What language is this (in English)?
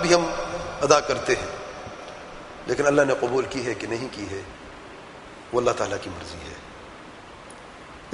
Urdu